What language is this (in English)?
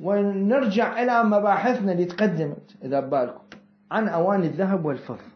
Mesopotamian Arabic